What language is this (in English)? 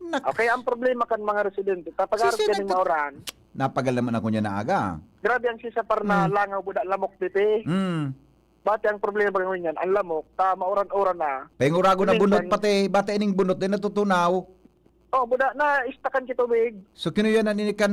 Bikol